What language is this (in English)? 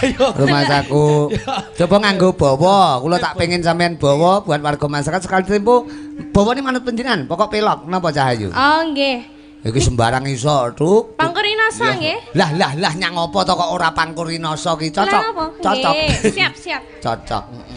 Javanese